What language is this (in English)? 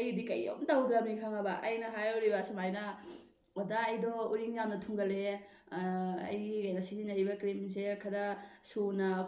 Manipuri